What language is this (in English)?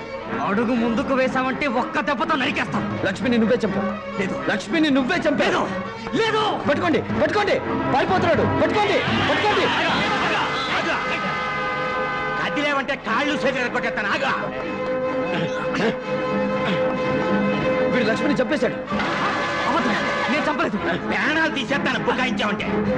Telugu